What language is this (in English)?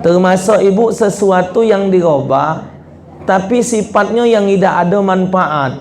Musi